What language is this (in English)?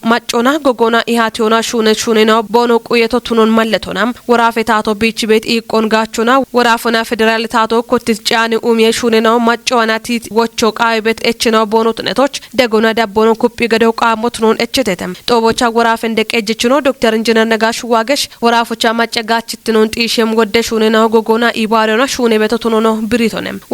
Kafa